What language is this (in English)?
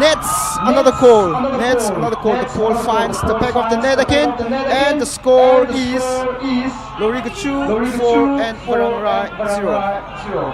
Tangkhul Naga (India)